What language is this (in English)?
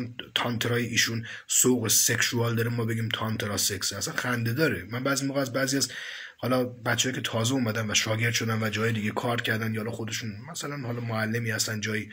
Persian